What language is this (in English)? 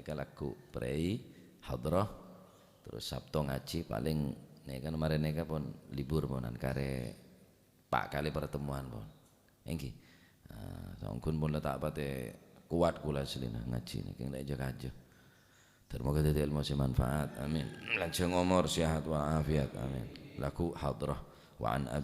Madurese